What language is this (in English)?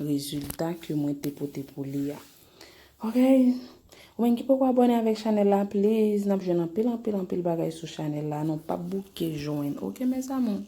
Haitian Creole